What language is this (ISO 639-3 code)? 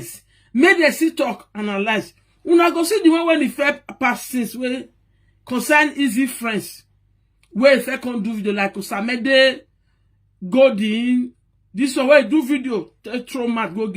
pcm